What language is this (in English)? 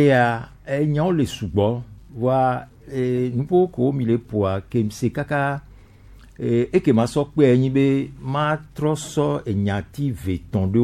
Gen